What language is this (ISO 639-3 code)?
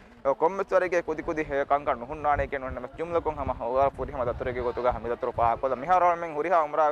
div